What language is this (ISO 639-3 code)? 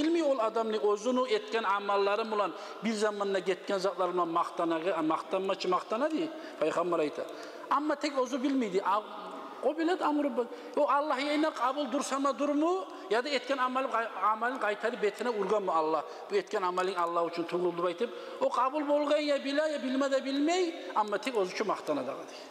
kum